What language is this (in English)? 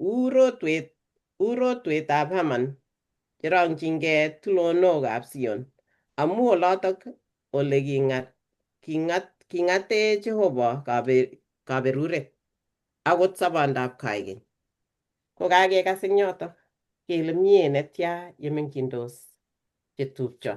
Kalenjin